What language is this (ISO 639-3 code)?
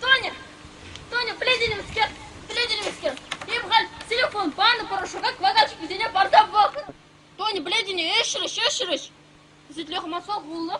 chv